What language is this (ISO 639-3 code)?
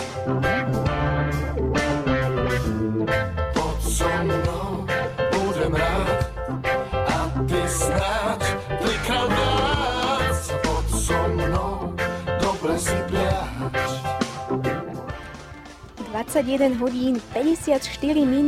slk